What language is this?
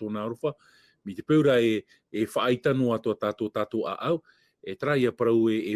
Tahitian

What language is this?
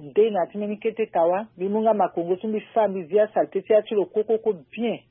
Sango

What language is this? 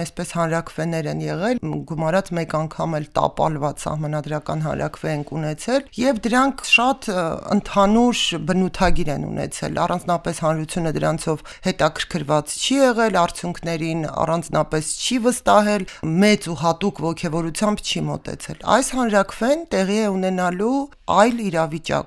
Armenian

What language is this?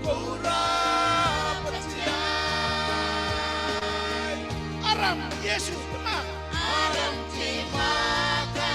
Gilbertese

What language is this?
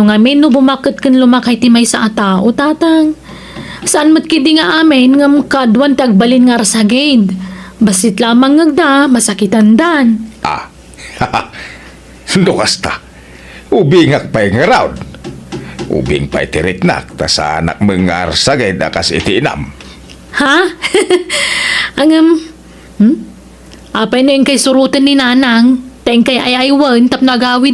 Iloko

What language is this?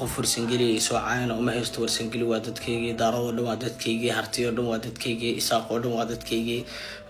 Somali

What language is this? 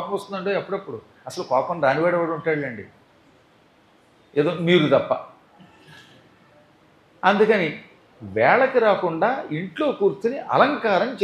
Telugu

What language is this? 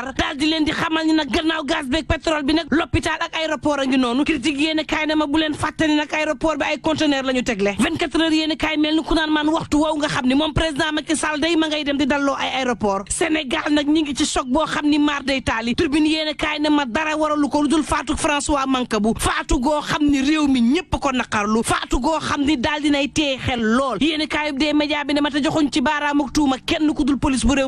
Wolof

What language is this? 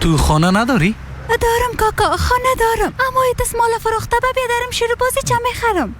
Persian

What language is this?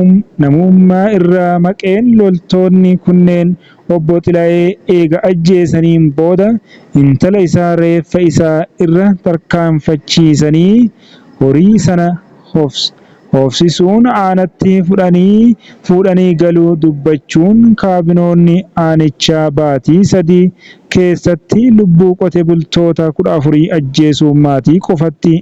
Oromo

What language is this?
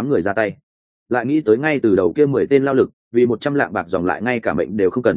Vietnamese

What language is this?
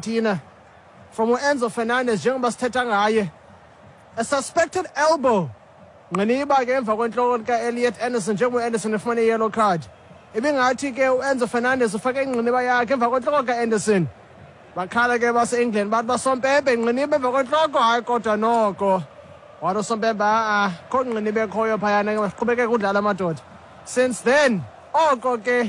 Xhosa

